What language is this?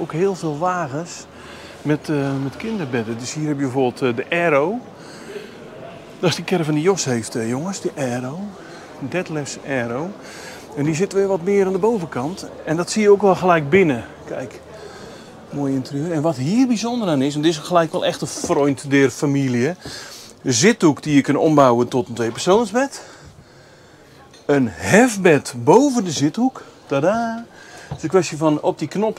Dutch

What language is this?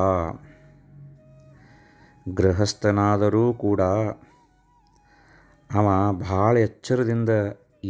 Kannada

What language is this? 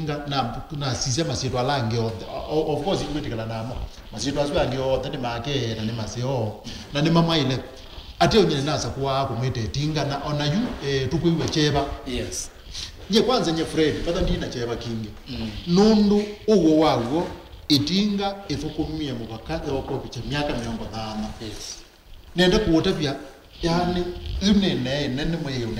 Kamba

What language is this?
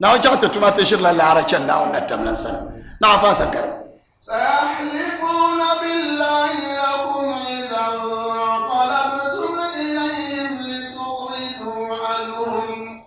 Dagbani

